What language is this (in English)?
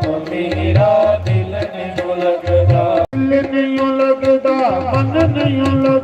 Dogri